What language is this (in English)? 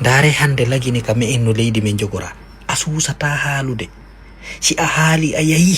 Fula